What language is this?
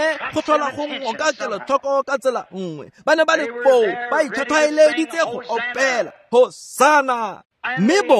Tswana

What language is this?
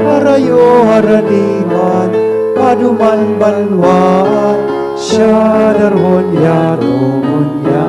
Bikol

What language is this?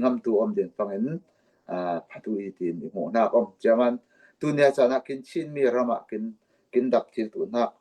Falam Chin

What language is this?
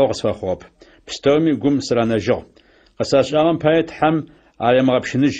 Adyghe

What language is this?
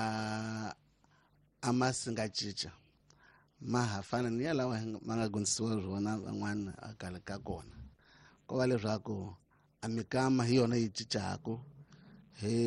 Tsonga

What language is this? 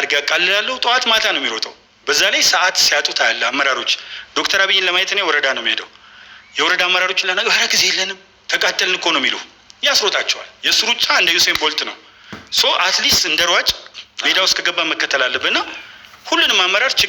Amharic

